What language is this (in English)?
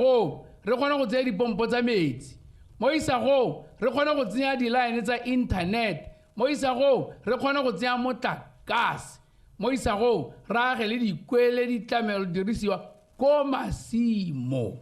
Tswana